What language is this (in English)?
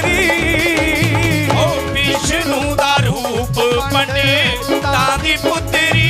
Punjabi